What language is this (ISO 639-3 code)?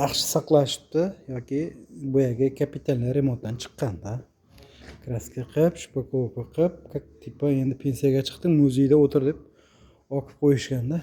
uzb